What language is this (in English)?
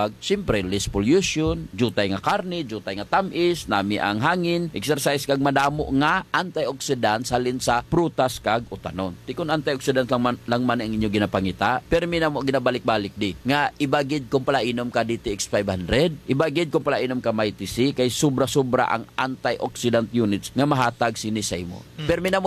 Hiligaynon